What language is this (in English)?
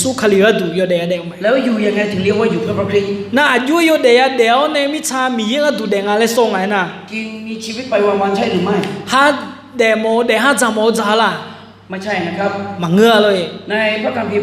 Akha